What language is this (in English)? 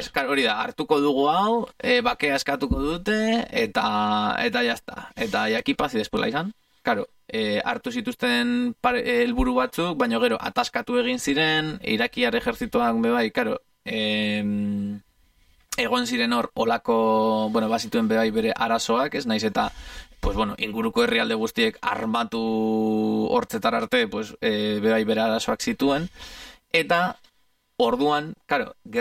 Basque